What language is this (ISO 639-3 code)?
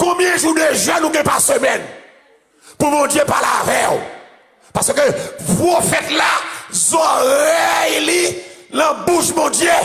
hat